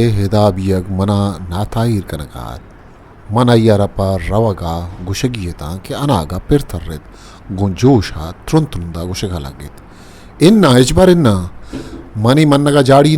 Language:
Eastern Balochi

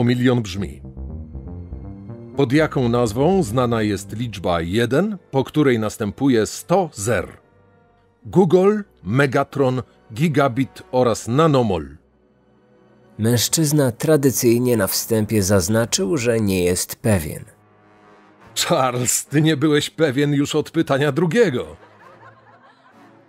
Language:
Polish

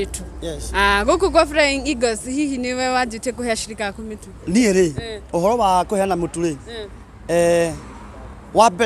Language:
Kikuyu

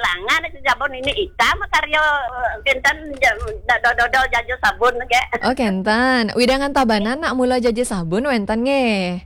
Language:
Balinese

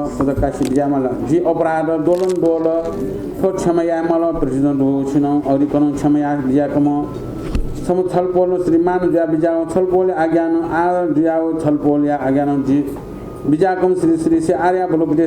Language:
Newari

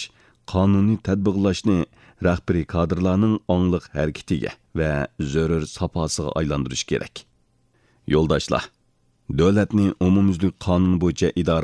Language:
Uyghur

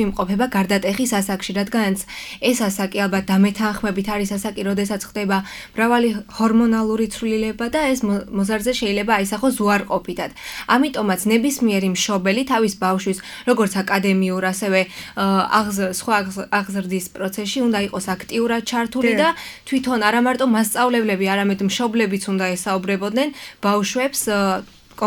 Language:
Georgian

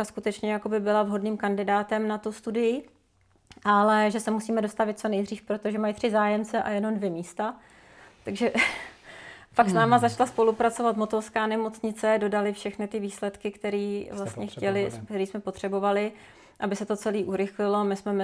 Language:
Czech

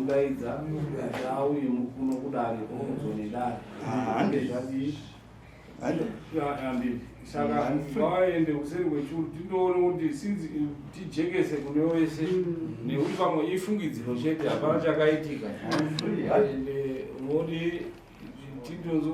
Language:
Shona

